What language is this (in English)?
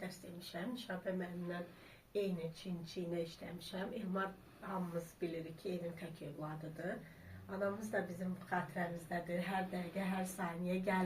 Azerbaijani